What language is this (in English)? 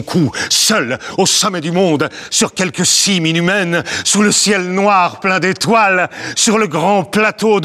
French